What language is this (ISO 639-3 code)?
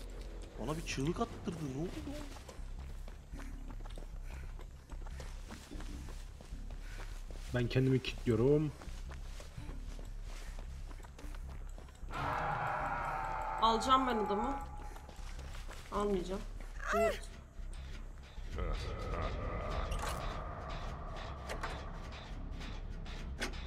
tur